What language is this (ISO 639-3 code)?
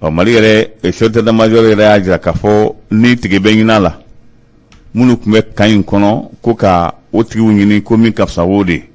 bam